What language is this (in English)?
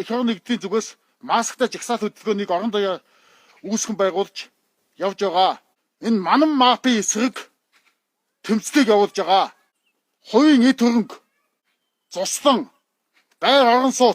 Mongolian